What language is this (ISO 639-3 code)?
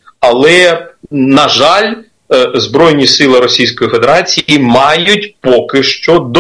ukr